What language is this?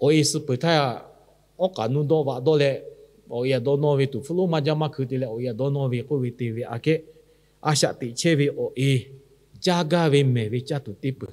Lahu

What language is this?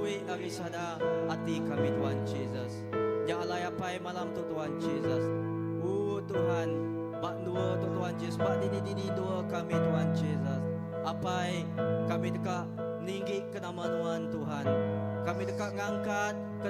Iban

